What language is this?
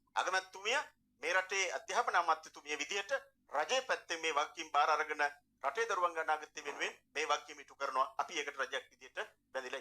Sinhala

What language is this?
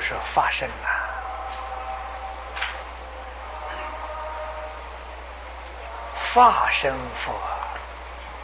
Chinese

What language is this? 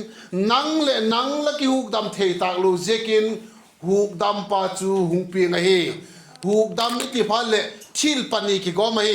Vaiphei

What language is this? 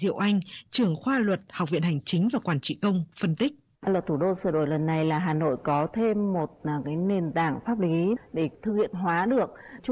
Vietnamese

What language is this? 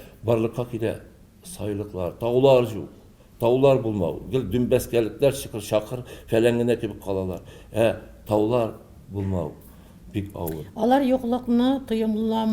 Tatar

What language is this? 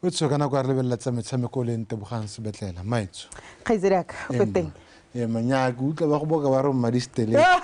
Tswana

